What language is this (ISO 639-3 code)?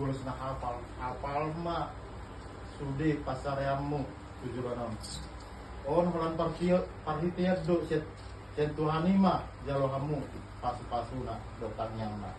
bbc